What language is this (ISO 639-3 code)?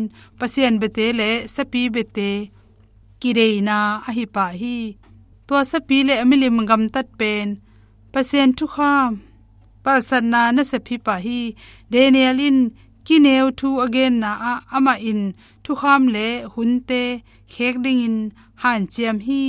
ctd